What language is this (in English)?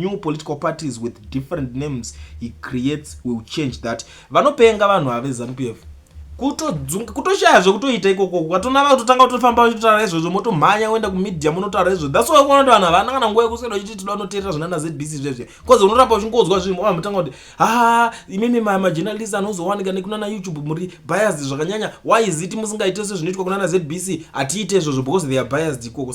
Shona